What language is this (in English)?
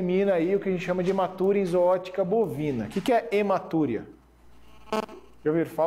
Portuguese